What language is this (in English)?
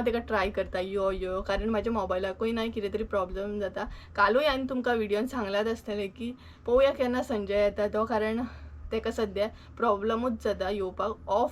Konkani